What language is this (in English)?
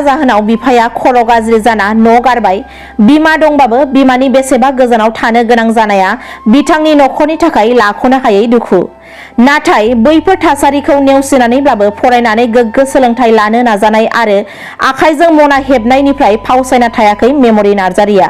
Bodo